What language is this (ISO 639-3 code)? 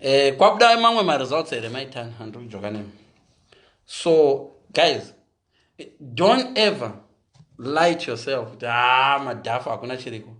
sna